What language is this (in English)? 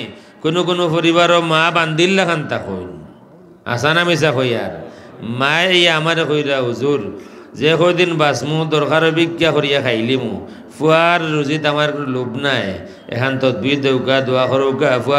Sylheti